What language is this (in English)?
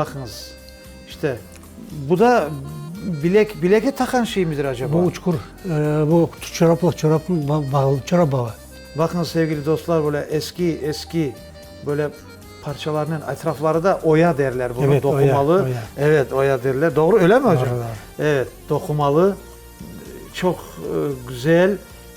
Crimean Tatar